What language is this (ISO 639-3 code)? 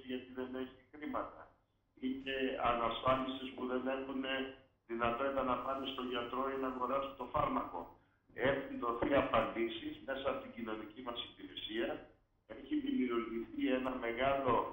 ell